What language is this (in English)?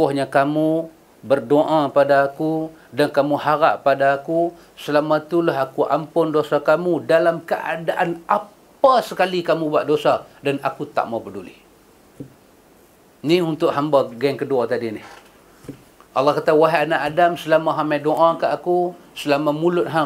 Malay